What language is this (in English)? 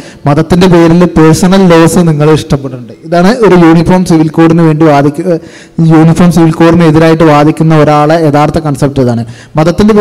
Malayalam